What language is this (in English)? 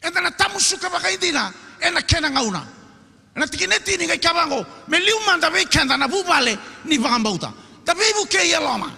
Fijian